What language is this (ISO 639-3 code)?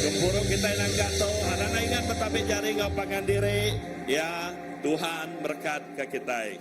iba